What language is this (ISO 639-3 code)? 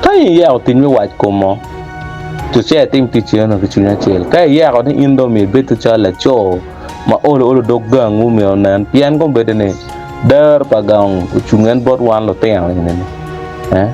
ach